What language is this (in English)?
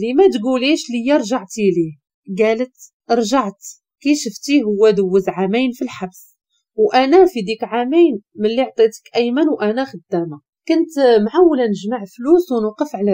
Moroccan Arabic